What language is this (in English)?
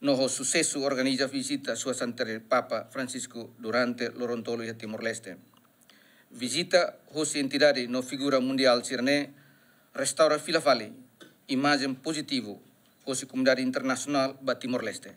Tetum